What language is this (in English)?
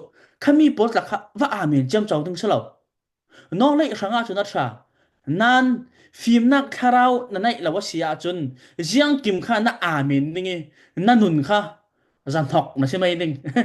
Falam Chin